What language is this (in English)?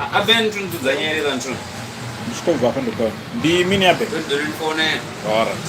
Venda